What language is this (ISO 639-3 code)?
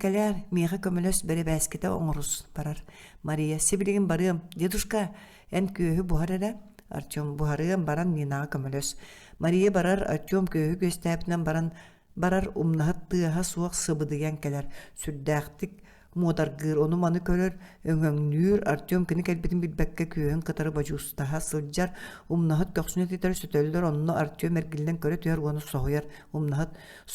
sah